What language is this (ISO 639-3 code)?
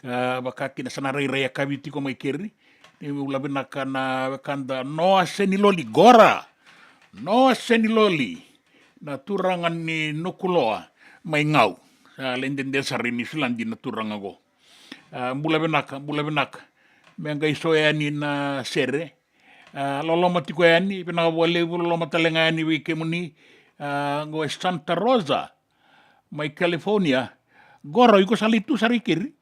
fij